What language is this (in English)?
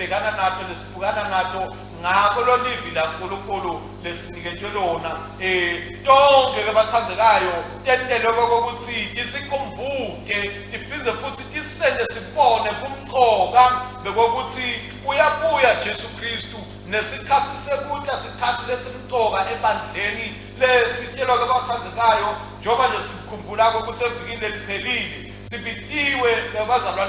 Swati